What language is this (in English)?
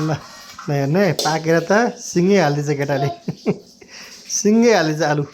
Nepali